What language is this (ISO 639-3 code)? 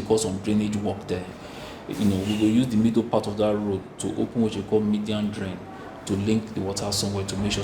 pcm